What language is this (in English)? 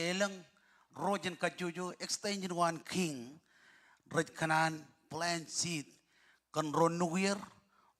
Marshallese